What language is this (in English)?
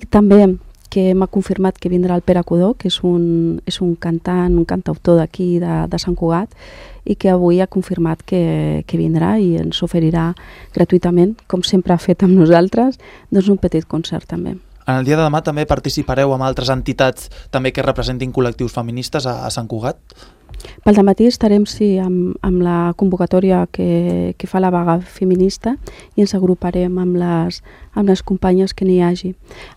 Catalan